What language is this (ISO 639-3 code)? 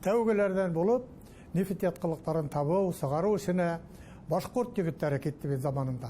bak